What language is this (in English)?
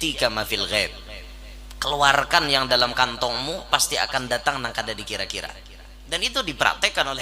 Banjar